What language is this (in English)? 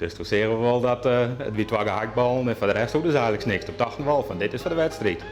Western Frisian